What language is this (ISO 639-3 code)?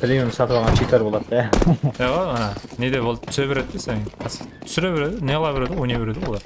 kaa